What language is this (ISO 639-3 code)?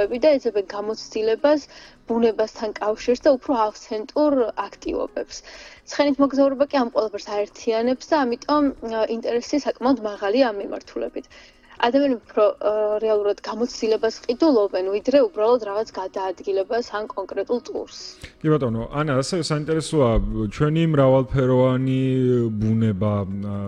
kat